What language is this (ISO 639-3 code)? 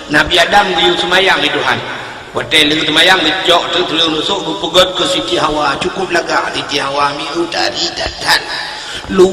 ace